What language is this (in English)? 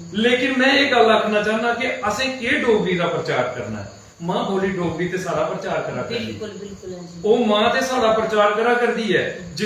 Dogri